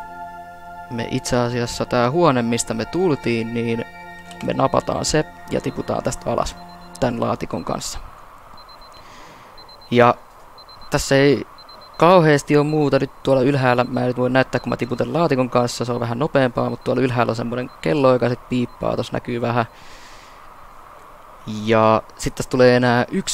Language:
Finnish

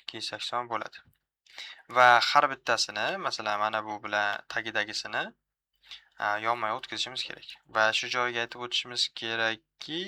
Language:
Uzbek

